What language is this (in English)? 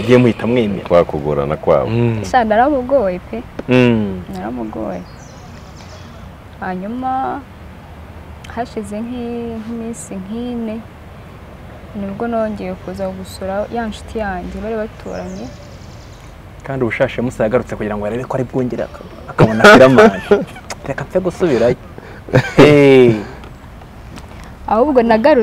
Kinyarwanda